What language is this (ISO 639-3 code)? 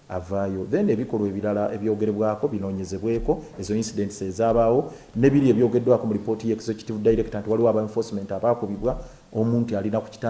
lug